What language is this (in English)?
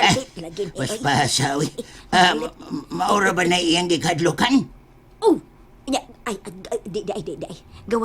Cebuano